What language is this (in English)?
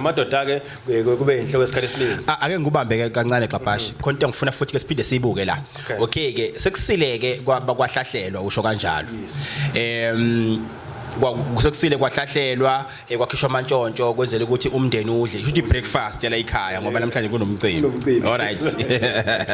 Zulu